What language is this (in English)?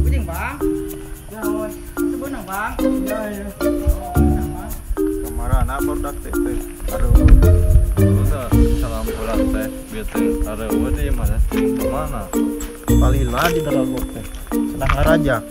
Sundanese